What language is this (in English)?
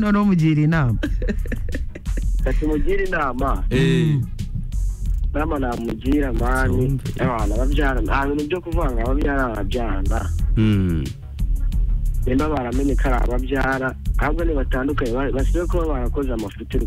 Kinyarwanda